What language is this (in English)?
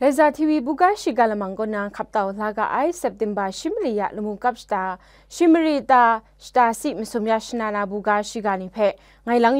Kachin